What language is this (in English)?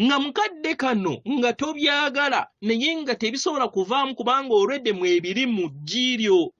Ganda